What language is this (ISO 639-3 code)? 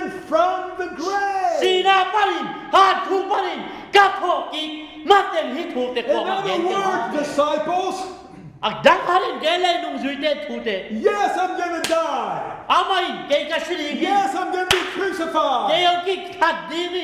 ctd